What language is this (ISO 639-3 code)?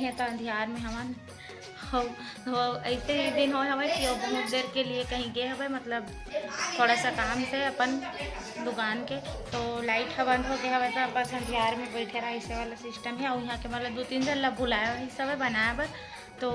hne